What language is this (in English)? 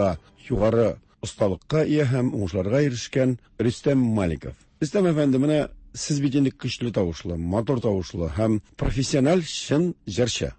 Tatar